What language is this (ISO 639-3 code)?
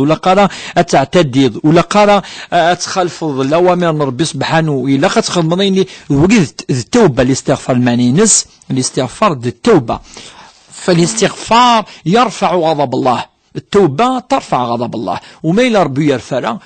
kab